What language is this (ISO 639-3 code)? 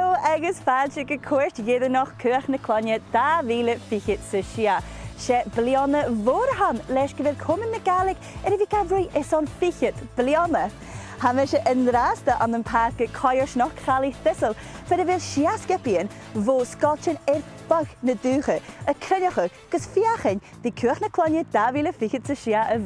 gla